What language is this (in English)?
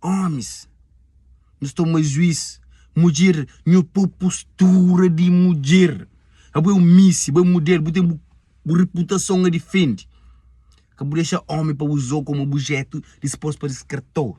Kabuverdianu